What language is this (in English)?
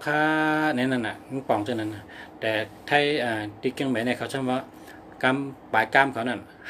Shan